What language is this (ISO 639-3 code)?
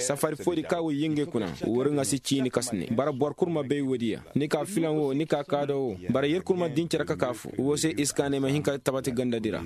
ses